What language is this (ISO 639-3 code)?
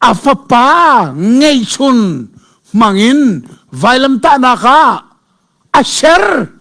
cnh